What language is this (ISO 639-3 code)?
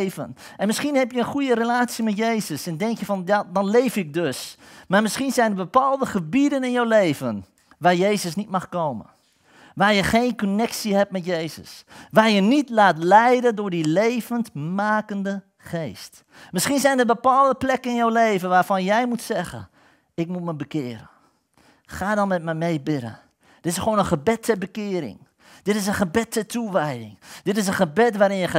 nld